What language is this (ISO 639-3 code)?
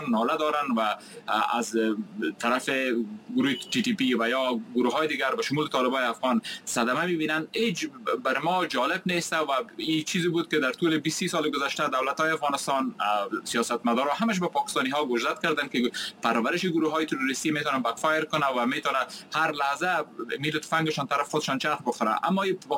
fas